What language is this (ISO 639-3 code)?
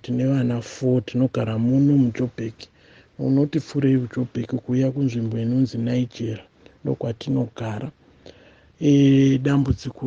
sna